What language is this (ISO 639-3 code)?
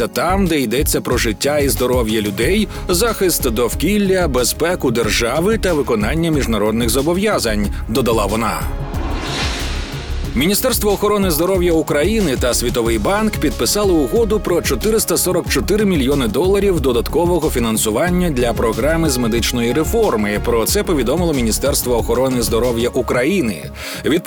ukr